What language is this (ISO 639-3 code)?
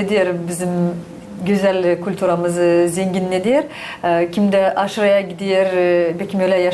gag